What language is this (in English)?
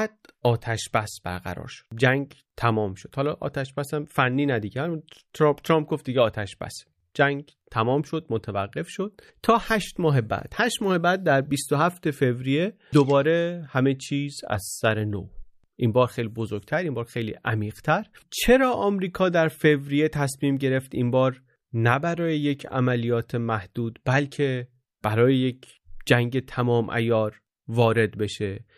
Persian